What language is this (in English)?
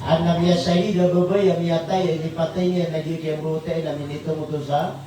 Maranao